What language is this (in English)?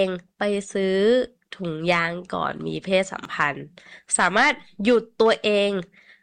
Thai